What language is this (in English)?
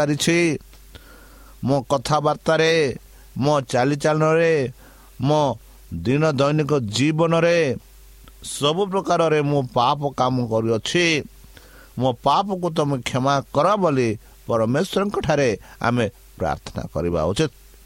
Odia